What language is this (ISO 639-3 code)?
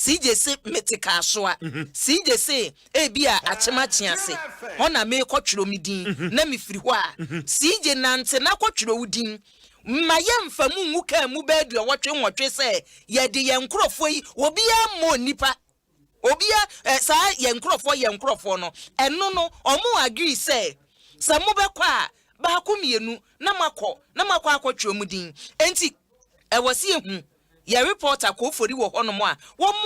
aka